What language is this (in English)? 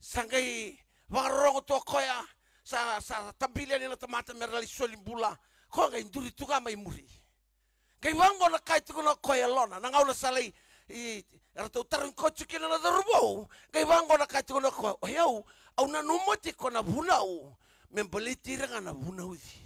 Fijian